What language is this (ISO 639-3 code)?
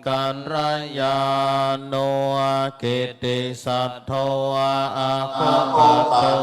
pli